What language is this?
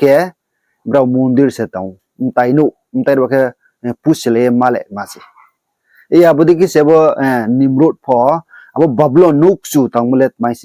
Riang (India)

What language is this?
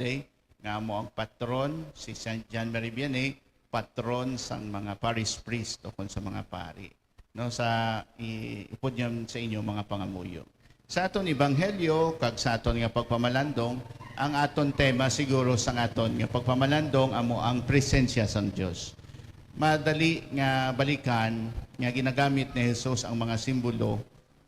Hiligaynon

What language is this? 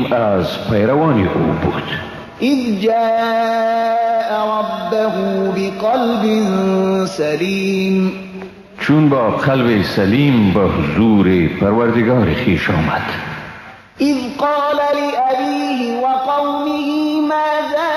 Persian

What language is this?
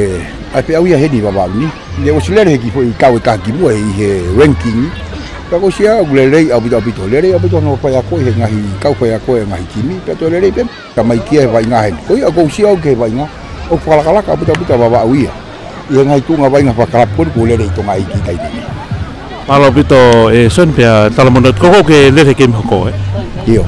Tongan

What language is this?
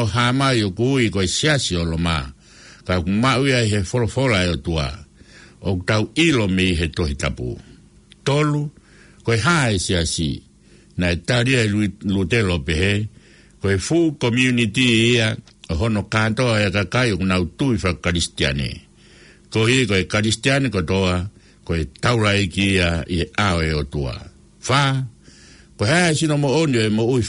Tongan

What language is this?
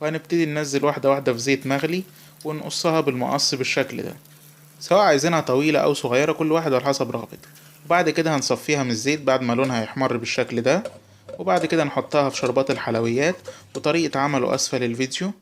Egyptian Arabic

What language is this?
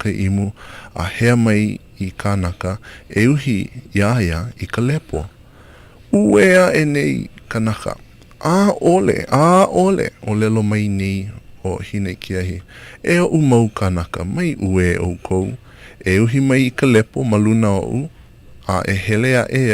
Hawaiian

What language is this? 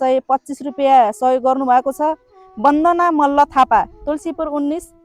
Nepali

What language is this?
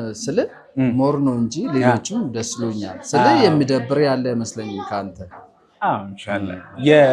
Amharic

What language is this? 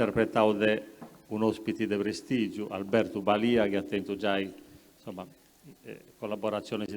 Sardinian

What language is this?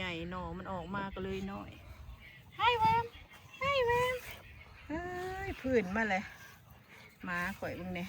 Northeastern Thai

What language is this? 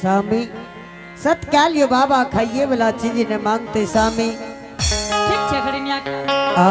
Angika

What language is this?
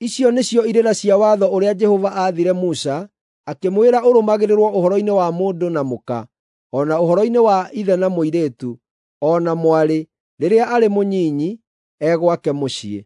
Kikuyu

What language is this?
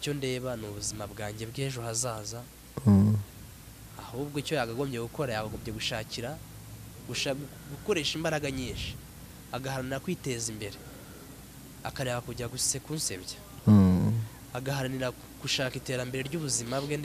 Kinyarwanda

